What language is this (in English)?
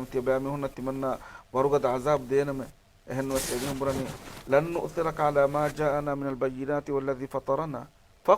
Divehi